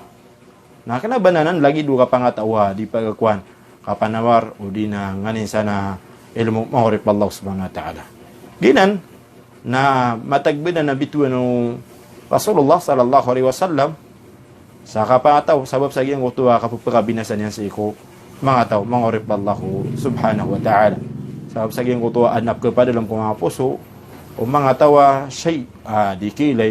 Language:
Maranao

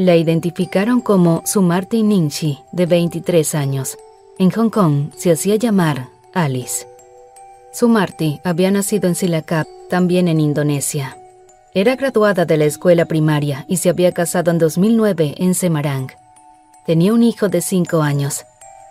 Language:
Spanish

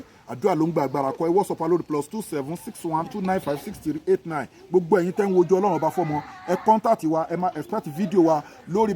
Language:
Yoruba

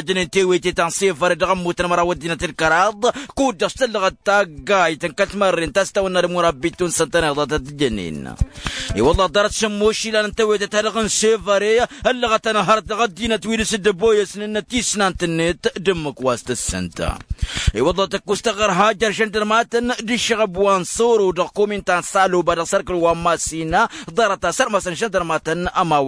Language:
Tamasheq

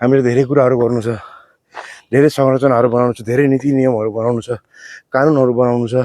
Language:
Nepali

